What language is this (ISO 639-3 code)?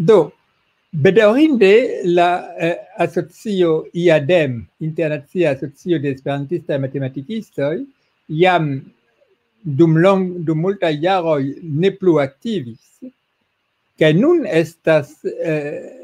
epo